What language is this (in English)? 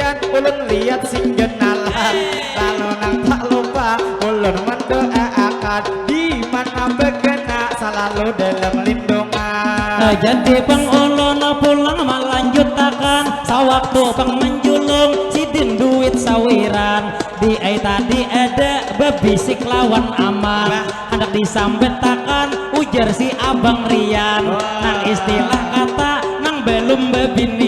Banjar